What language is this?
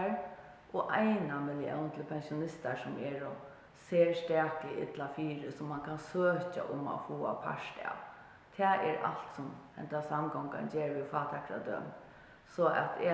Faroese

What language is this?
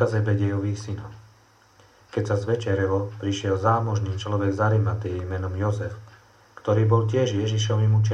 Slovak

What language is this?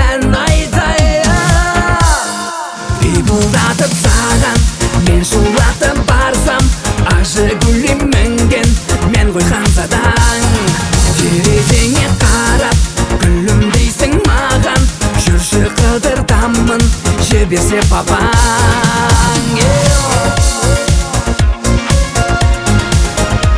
Kazakh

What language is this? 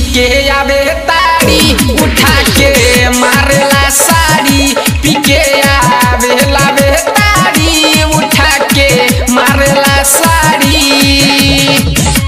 Bhojpuri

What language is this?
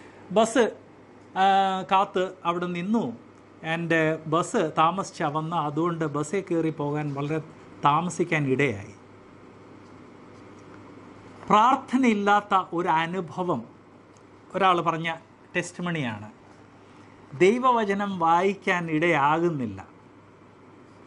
Malayalam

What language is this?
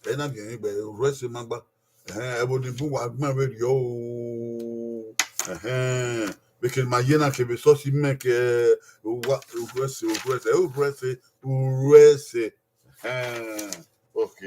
Bini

